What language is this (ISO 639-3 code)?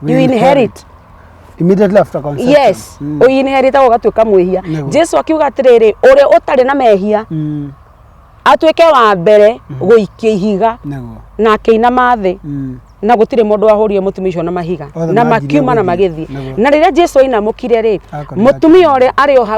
kik